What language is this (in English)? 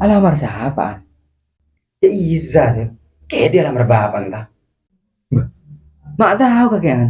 Madurese